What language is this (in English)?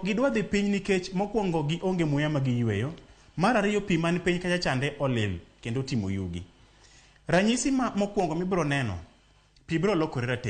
Luo (Kenya and Tanzania)